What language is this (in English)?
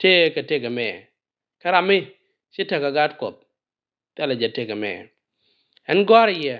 Nuer